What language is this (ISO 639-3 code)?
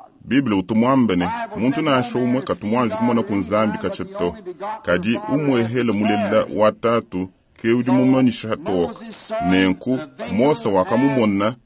lua